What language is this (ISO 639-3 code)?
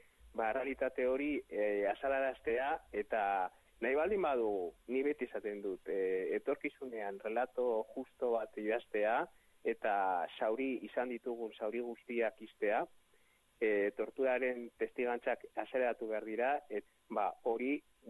eus